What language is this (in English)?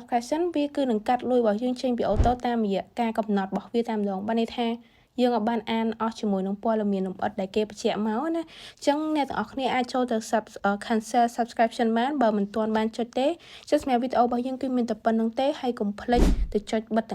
Khmer